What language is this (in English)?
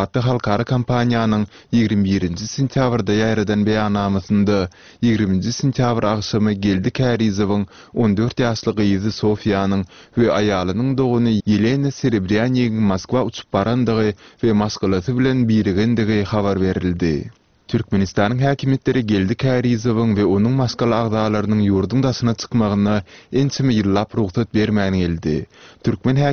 Turkmen